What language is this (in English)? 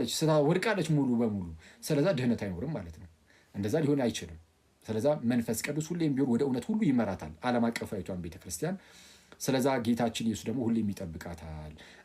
Amharic